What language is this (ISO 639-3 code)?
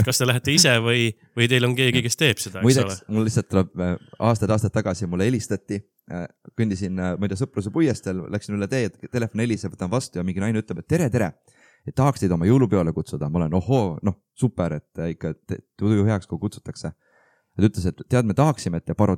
est